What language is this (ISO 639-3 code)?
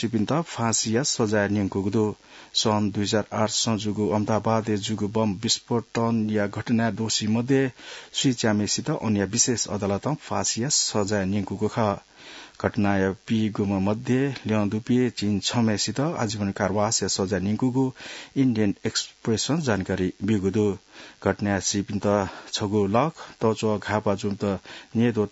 new